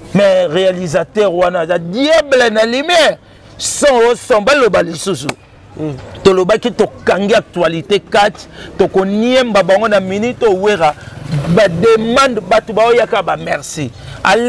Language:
Lingala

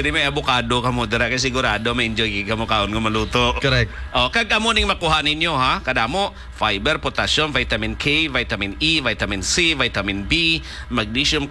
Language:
Hiligaynon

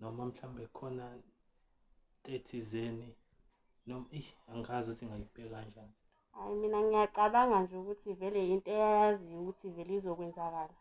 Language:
Zulu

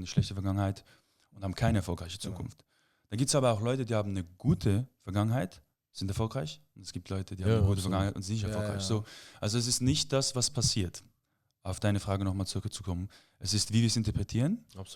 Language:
Swiss German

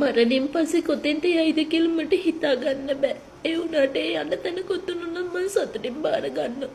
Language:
Sinhala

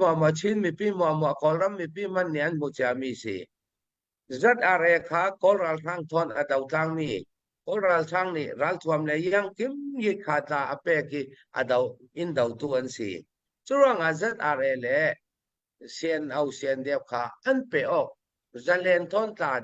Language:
Hakha Chin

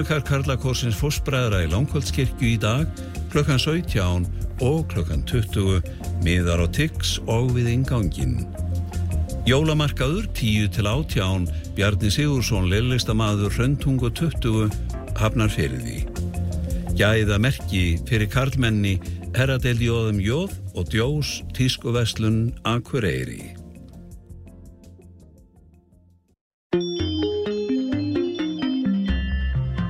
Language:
Icelandic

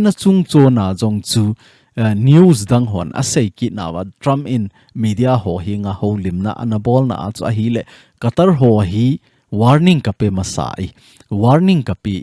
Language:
Thado Chin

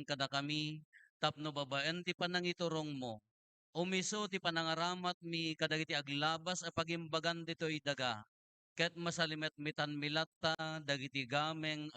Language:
Iloko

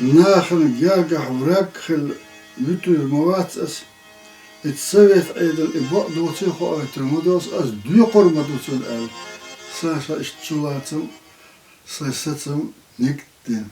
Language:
Chechen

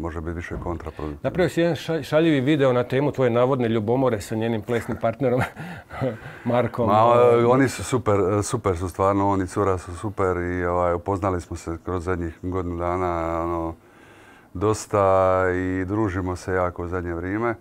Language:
Croatian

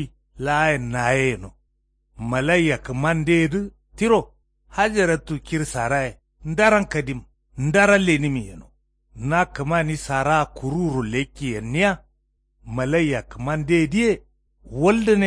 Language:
Kanuri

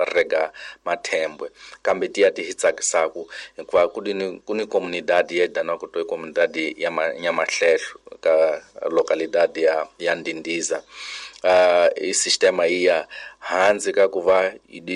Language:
Tsonga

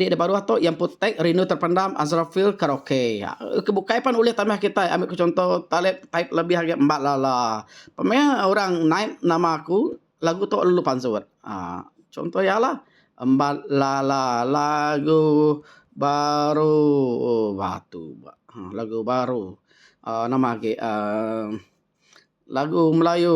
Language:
Iban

